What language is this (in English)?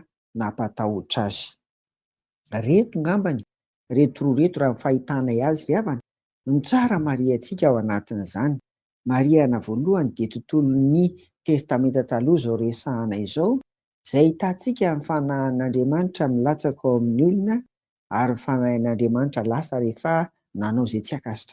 Malagasy